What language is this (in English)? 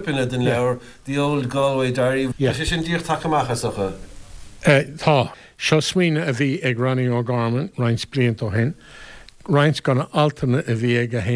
Irish